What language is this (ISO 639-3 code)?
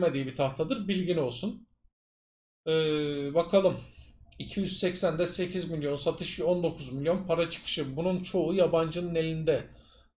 tur